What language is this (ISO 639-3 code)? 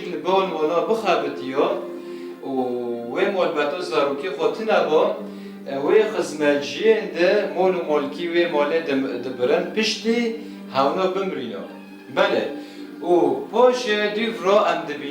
kur